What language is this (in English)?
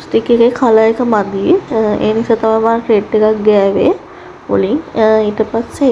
Sinhala